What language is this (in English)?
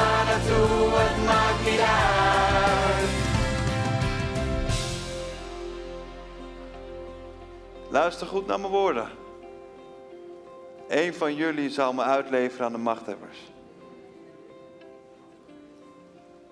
Dutch